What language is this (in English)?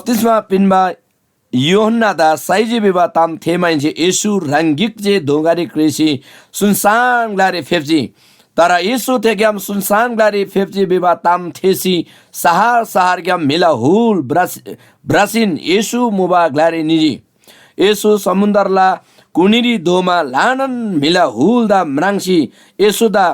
Eastern Tamang